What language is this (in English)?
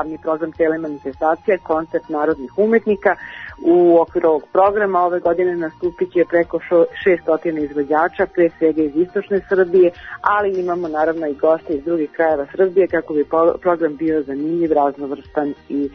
Serbian